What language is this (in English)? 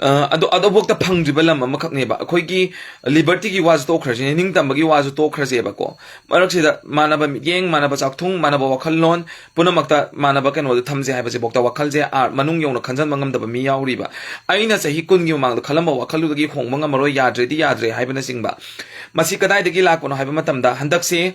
Manipuri